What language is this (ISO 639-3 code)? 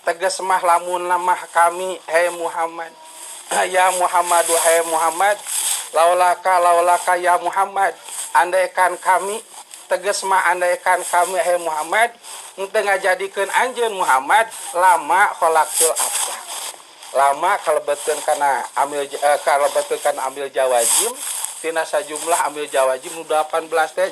sun